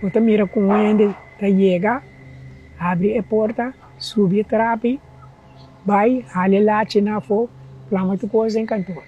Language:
Papiamento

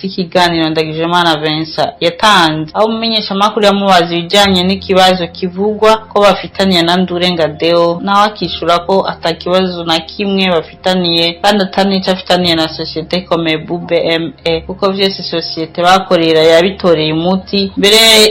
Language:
Rundi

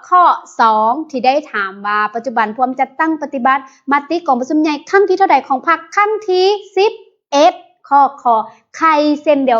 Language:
Lao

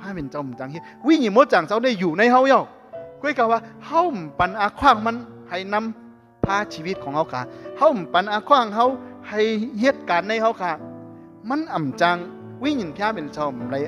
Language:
Shan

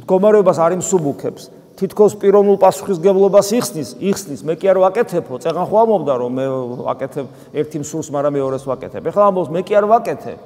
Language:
Georgian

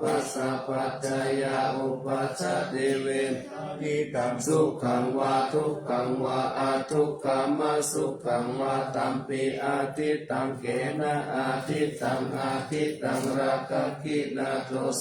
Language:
Pali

